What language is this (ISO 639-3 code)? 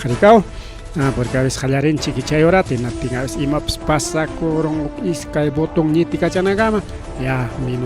quy